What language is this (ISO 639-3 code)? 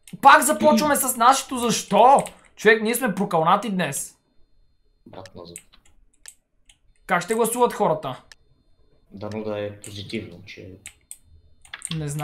bul